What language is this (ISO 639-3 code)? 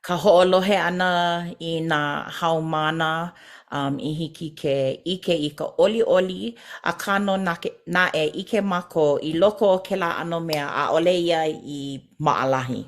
haw